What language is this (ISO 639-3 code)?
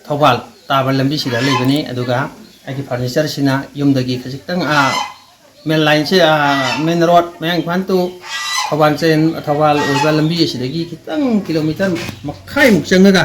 mni